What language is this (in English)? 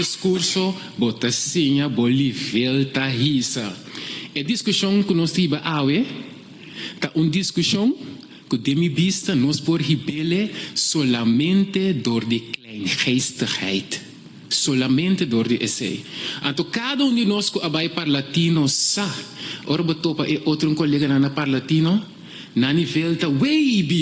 Papiamento